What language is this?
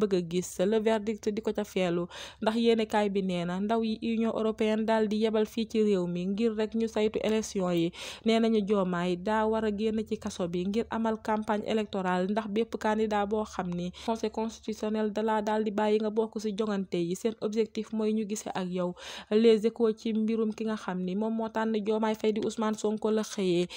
Wolof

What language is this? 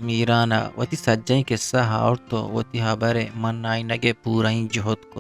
Eastern Balochi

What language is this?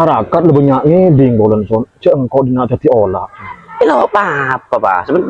Madurese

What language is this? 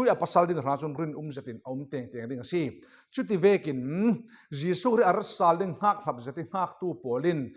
Falam Chin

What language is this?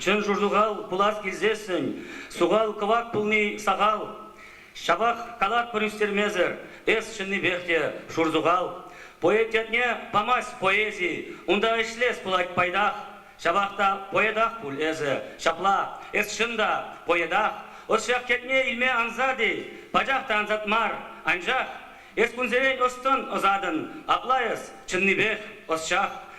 Chuvash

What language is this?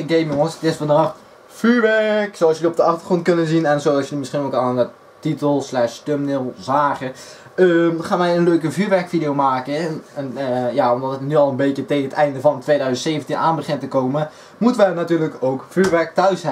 Dutch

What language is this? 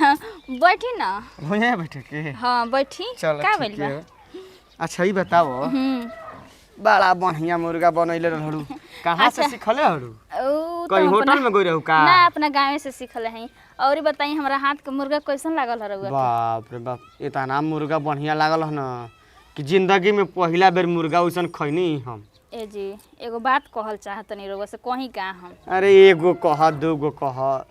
Bhojpuri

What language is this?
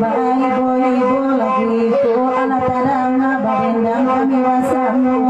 Minangkabau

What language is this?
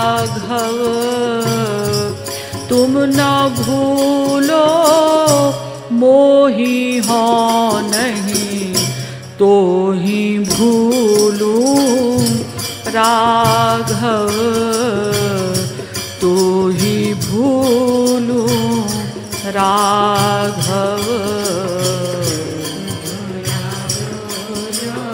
Hindi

